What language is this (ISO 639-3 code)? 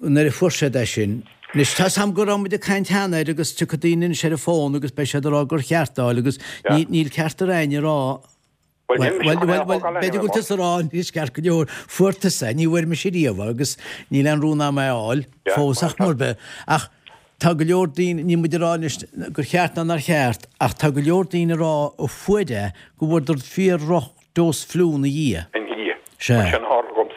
gle